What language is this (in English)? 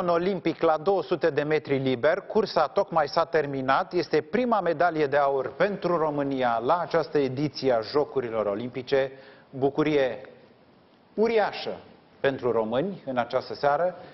Romanian